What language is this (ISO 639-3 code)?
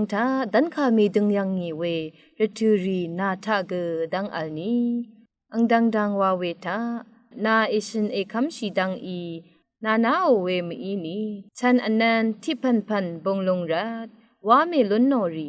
raw